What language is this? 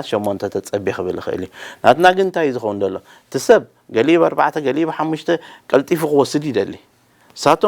Tigrinya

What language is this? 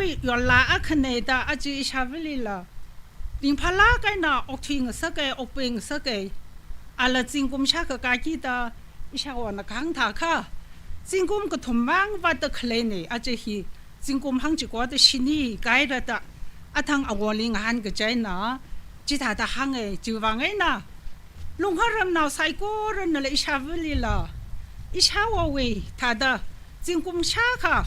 Tangkhul Naga (India)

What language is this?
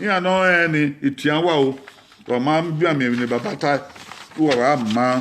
Bini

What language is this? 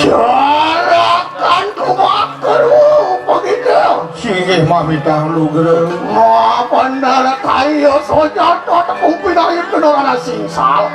Balinese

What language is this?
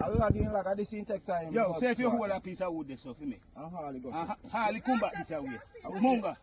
Jamaican Creole English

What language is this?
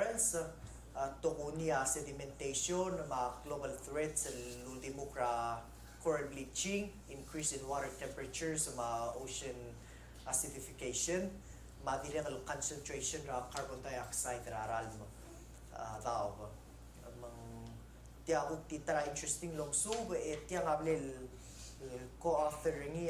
Palauan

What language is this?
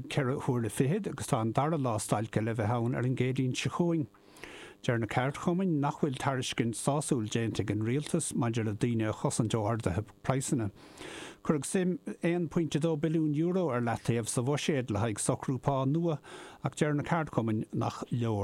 Irish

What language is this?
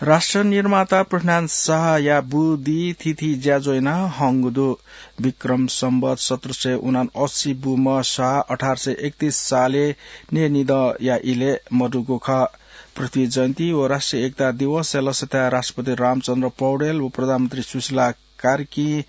Newari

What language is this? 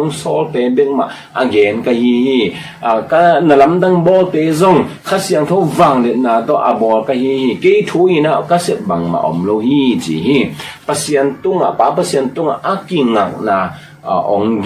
Tedim Chin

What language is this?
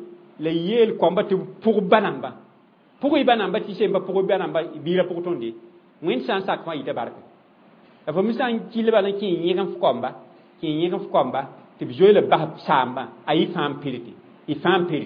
Mossi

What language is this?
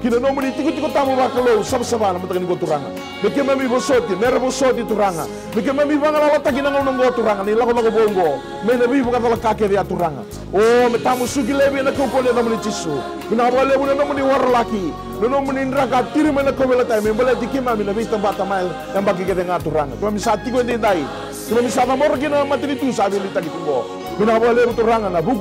Fijian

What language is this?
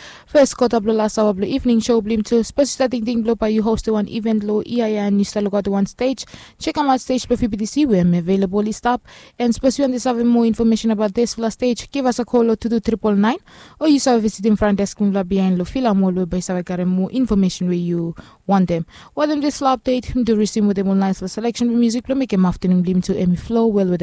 Bislama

